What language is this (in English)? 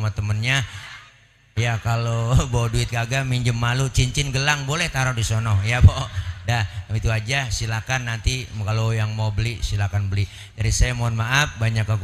Betawi